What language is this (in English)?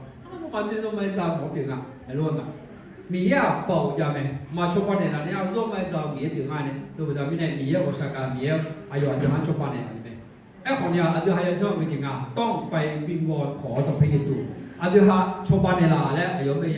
Akha